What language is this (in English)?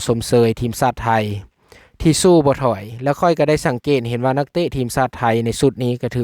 Lao